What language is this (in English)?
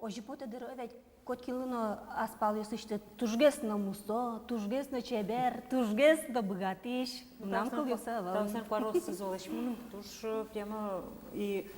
Udmurt